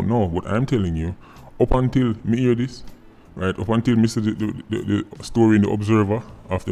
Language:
Jamaican Creole English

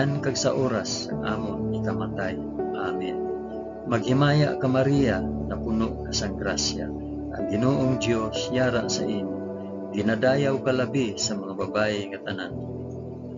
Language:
Hiligaynon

